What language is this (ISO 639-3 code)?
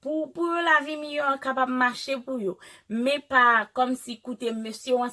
hat